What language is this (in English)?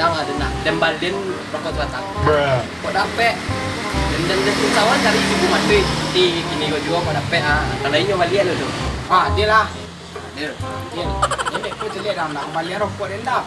Minangkabau